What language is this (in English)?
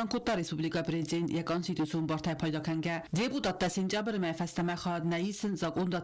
Ossetic